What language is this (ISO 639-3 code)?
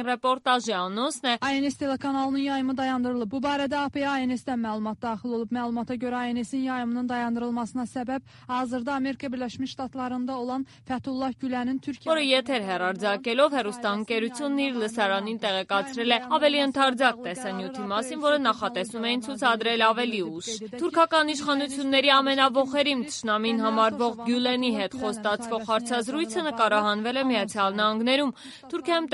hye